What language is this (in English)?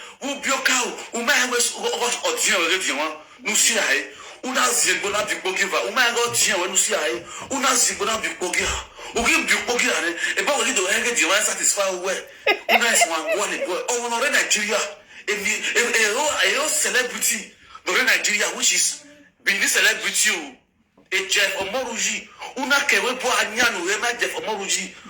Nigerian Pidgin